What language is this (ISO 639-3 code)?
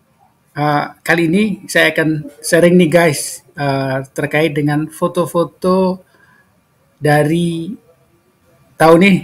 ind